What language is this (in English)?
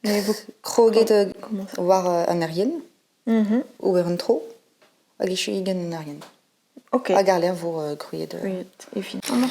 Breton